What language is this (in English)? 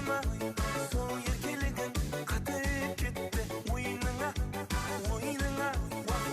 Kara-Kalpak